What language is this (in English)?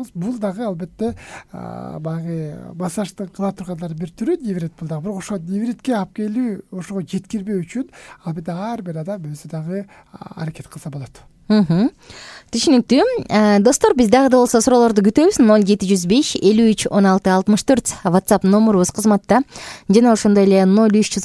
Kyrgyz